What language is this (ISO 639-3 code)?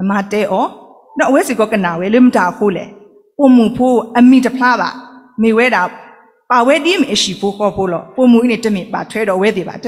ksw